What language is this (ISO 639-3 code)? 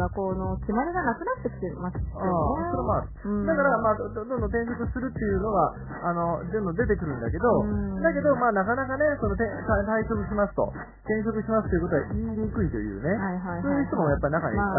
jpn